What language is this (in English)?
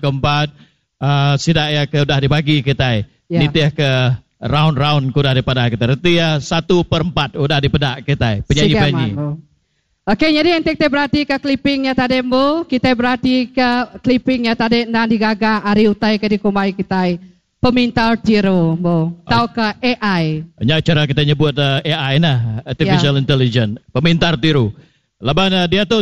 Iban